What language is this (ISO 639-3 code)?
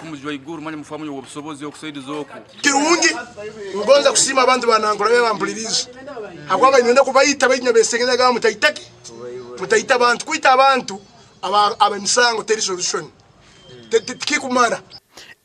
nyn